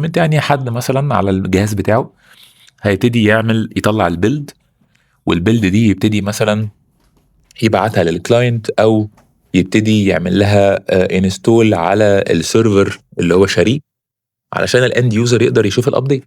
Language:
Egyptian Arabic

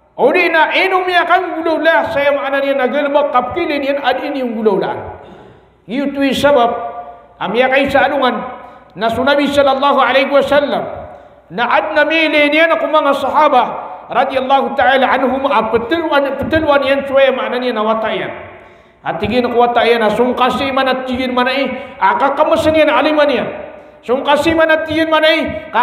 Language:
Maranao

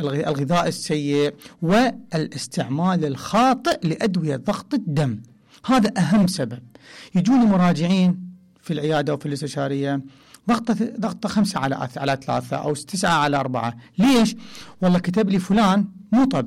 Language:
Mesopotamian Arabic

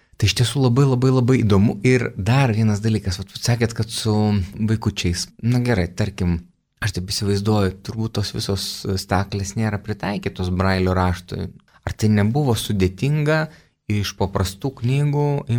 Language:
Lithuanian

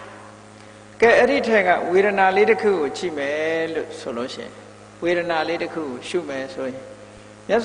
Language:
Burmese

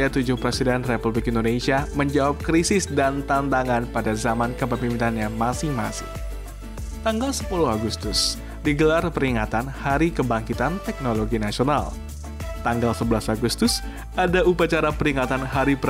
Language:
Indonesian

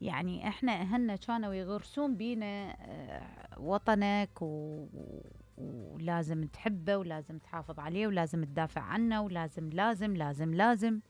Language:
Mesopotamian Arabic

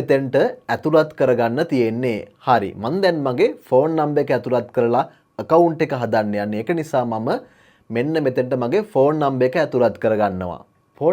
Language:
Sinhala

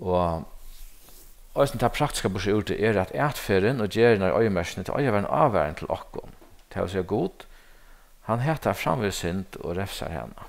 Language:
Faroese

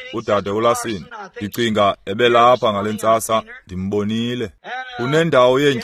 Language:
Xhosa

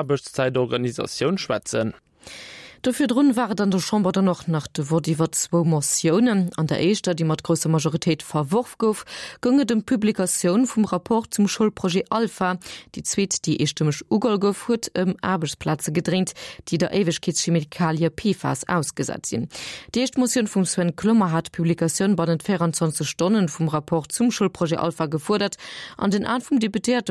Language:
Luxembourgish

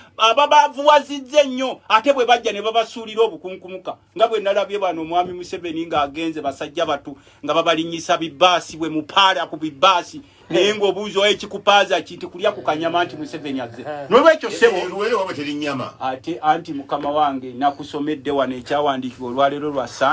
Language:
Ganda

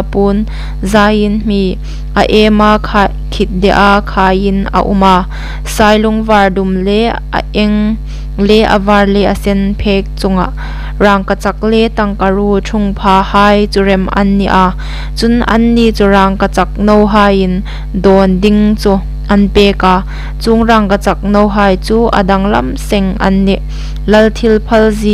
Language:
Hmar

